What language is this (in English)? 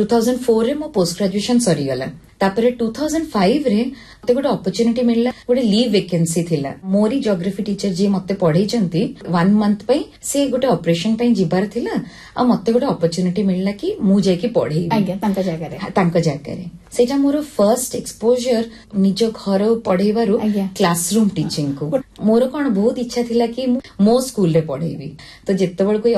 Odia